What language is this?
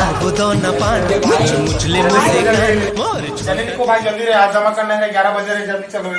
Chhattisgarhi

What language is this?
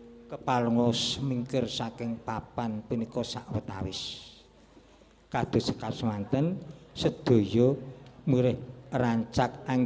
Javanese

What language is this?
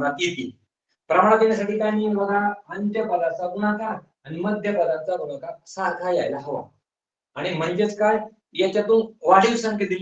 Marathi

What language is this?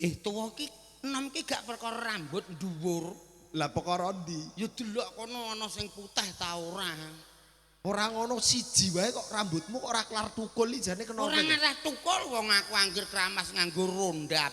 Javanese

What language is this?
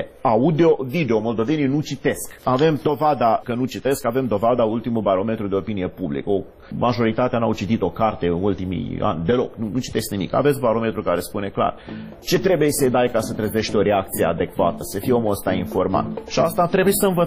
Romanian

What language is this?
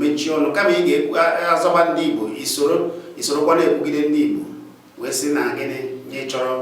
Igbo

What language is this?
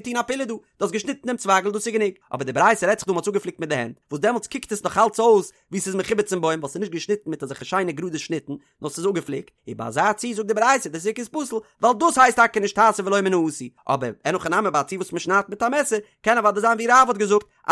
Yiddish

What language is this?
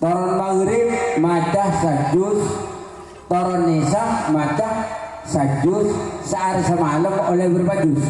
Madurese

